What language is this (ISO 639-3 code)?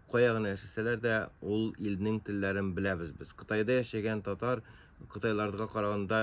tat